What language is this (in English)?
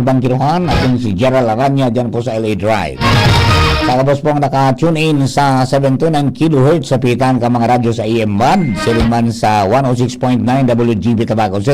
Bikol